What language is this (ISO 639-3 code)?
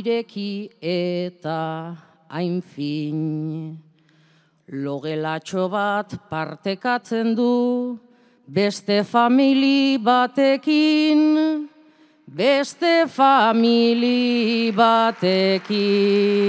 eus